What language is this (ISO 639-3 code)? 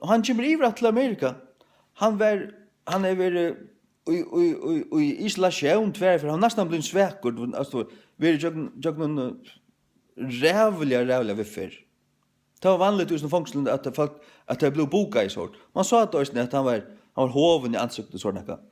fao